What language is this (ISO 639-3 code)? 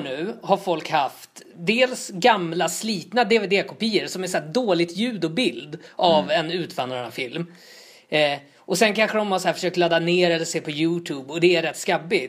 swe